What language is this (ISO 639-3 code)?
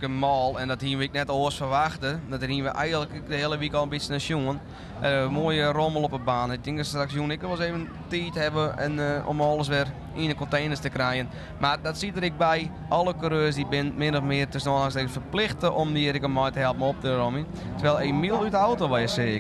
fry